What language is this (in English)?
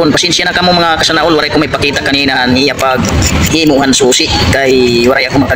Waray